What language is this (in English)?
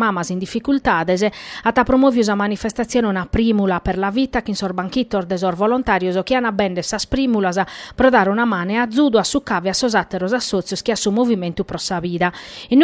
Sardinian